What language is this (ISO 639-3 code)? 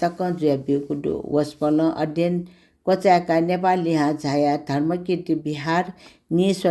new